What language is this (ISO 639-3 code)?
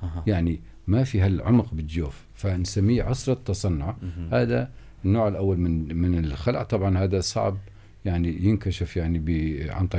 apc